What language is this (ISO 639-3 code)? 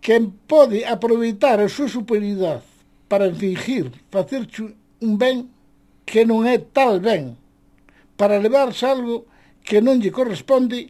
glg